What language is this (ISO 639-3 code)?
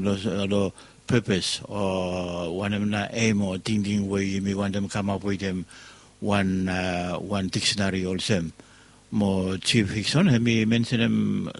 bis